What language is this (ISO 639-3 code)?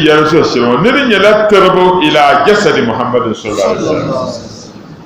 dag